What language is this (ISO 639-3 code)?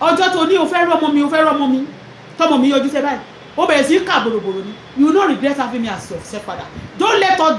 yor